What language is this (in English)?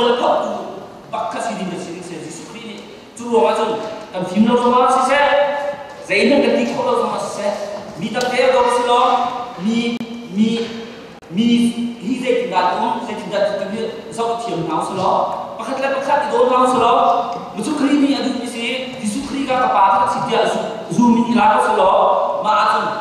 Hakha Chin